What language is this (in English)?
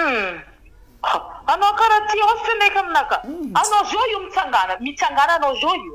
Malagasy